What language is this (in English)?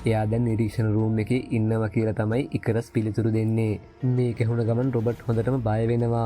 Sinhala